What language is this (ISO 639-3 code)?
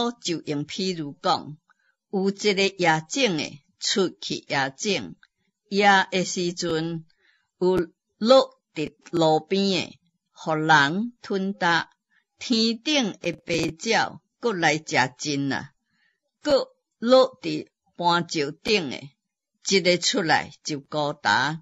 nan